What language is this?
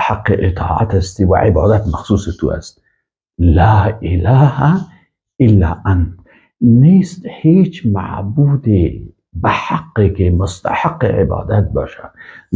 Persian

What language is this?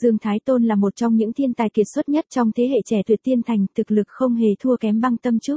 Vietnamese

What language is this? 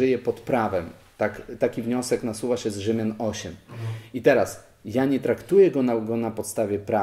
Polish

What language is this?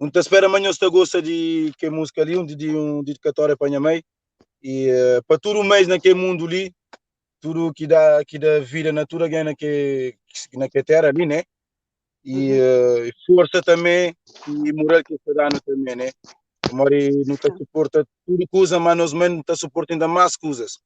Kabuverdianu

